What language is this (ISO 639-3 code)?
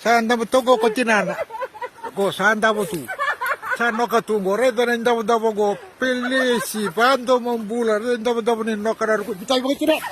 fij